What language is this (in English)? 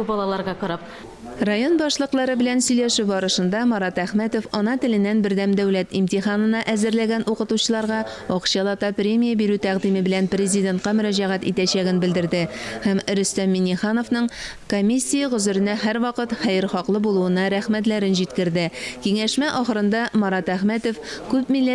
Tatar